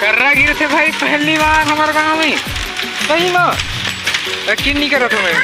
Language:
Chhattisgarhi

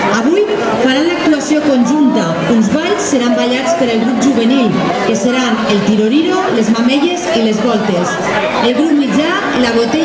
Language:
Catalan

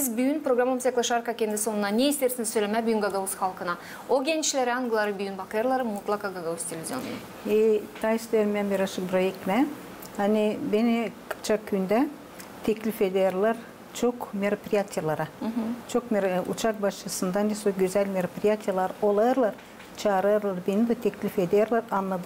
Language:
Gagauz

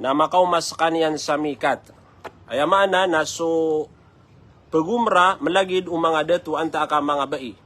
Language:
Maranao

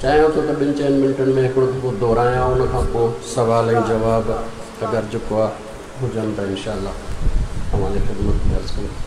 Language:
Sindhi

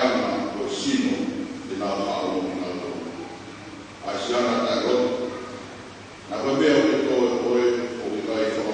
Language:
Tongan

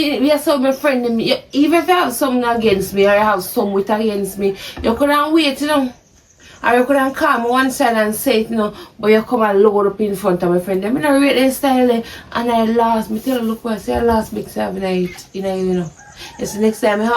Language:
Jamaican Creole English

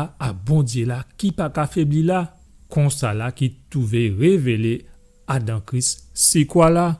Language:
Guadeloupean Creole French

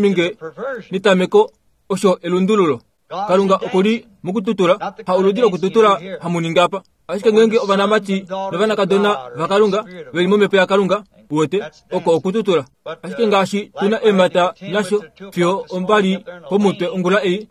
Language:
Kuanyama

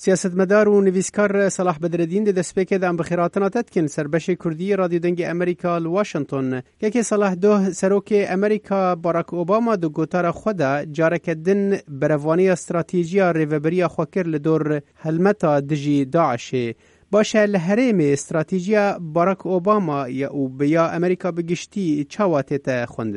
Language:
Kurdish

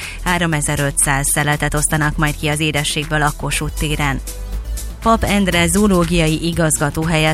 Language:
Hungarian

